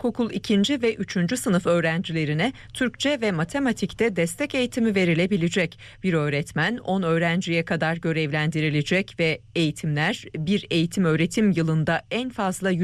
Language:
Turkish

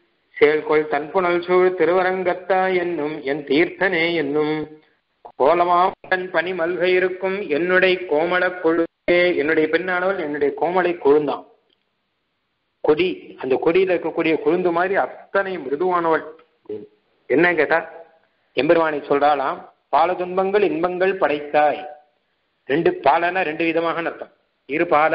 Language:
Tamil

